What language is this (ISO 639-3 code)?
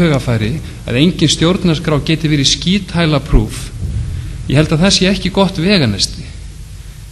isl